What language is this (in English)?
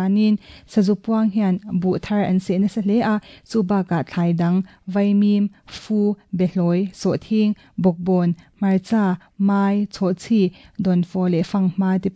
Mizo